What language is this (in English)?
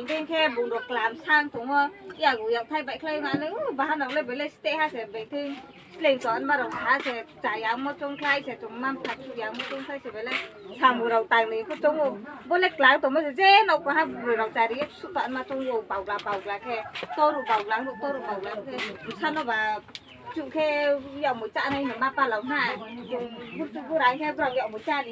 Riang (India)